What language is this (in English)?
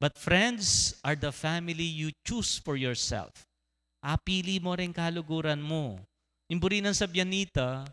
Pampanga